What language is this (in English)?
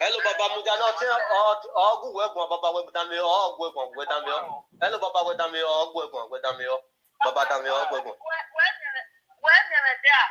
Nigerian Pidgin